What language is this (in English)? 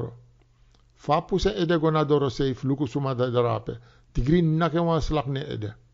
Sranan Tongo